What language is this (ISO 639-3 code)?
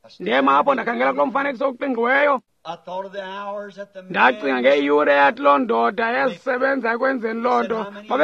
xho